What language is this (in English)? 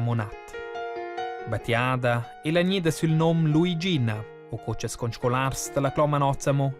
Romansh